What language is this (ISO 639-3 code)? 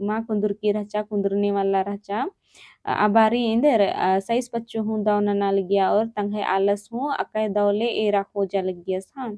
kru